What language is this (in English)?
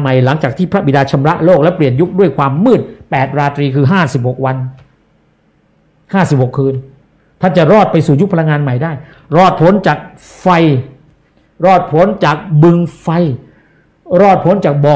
Thai